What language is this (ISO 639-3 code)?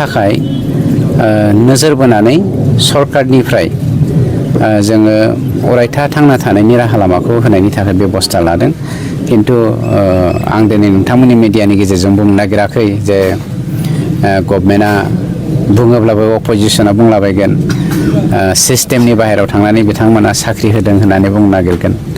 brx